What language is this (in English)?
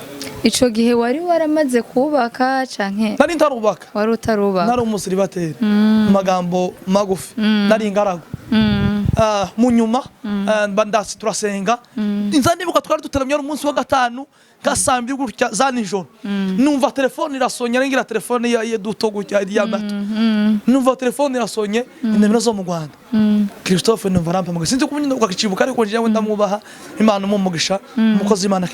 Rundi